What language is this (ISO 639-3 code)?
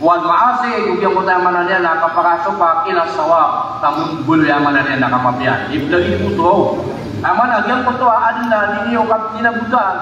mrw